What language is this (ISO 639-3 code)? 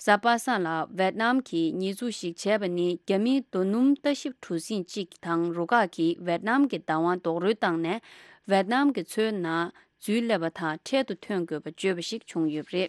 bod